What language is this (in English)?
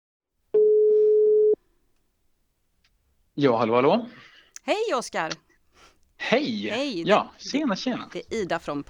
Swedish